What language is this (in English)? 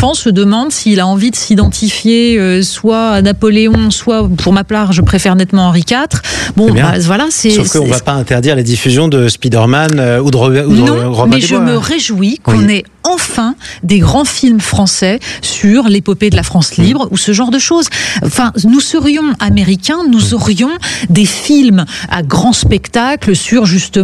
French